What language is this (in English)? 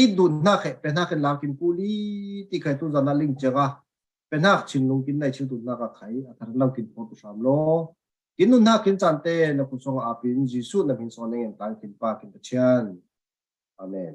Falam Chin